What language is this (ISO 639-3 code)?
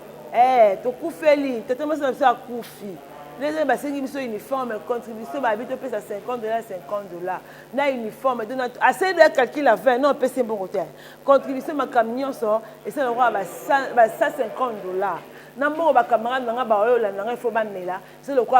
lin